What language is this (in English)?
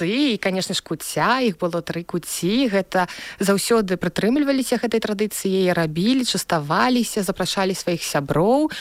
Belarusian